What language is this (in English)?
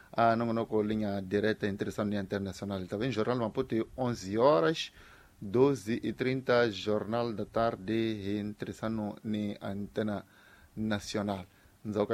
Tsonga